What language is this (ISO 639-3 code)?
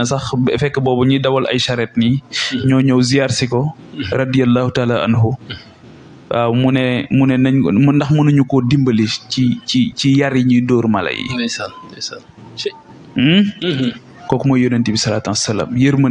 wol